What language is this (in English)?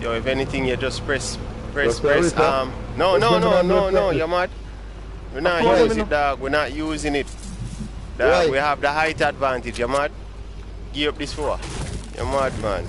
Jamaican Creole English